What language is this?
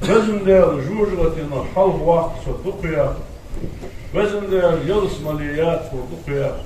Ingush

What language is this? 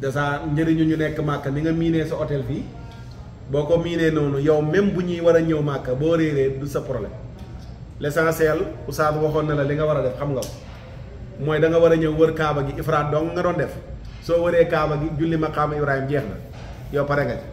Wolof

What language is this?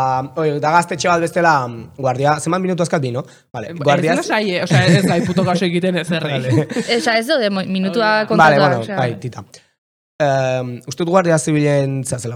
Basque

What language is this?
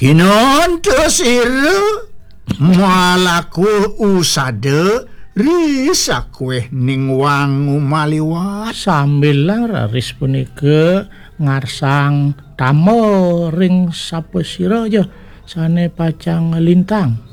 Balinese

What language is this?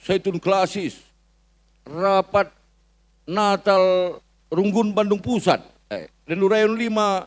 Batak Karo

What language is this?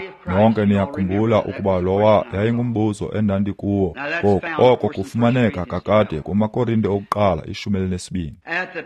Xhosa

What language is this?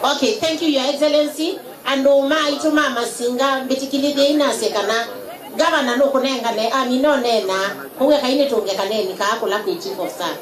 Kamba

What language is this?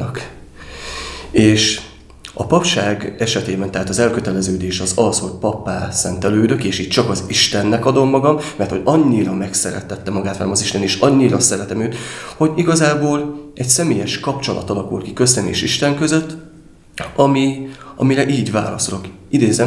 Hungarian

